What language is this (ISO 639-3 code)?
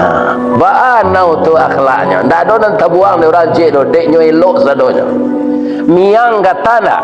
min